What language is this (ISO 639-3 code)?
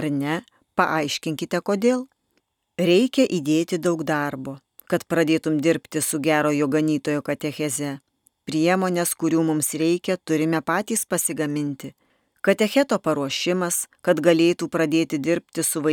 lit